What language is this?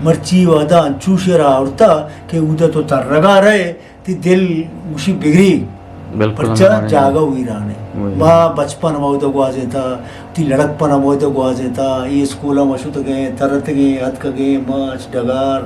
Eastern Balochi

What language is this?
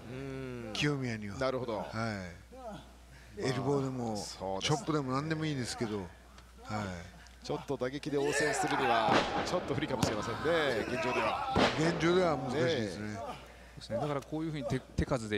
Japanese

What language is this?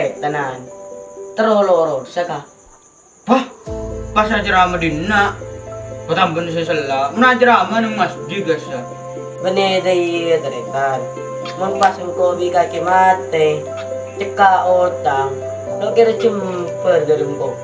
Madurese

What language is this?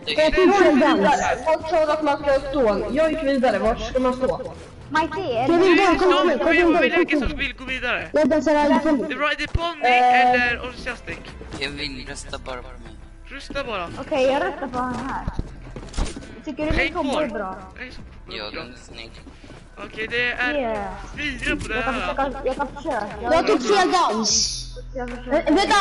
Swedish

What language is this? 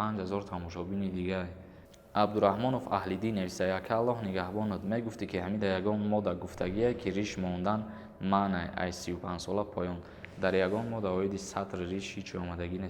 Tajik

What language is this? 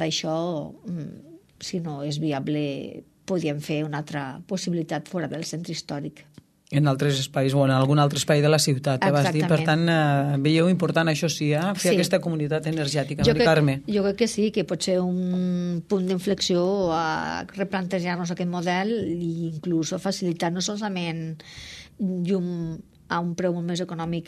Catalan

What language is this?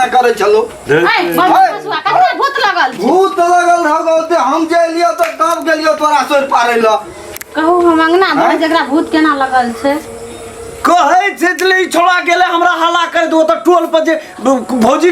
Maithili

